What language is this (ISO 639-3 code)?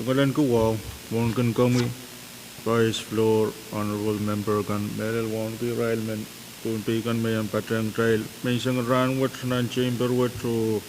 pon